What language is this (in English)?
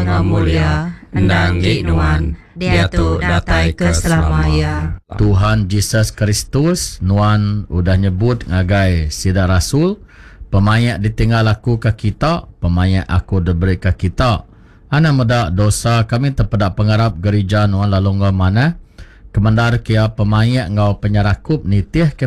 Iban